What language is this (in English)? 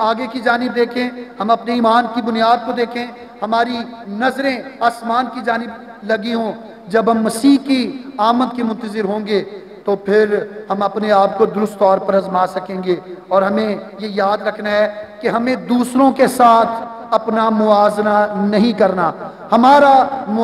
Urdu